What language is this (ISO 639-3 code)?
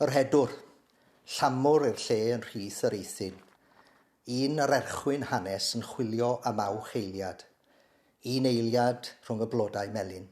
cym